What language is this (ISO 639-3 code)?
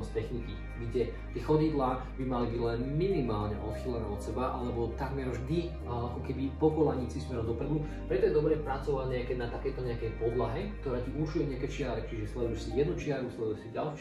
slk